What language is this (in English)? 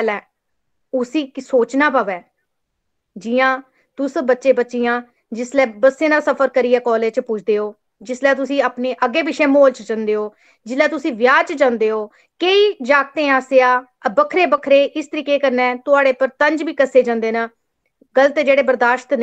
Dogri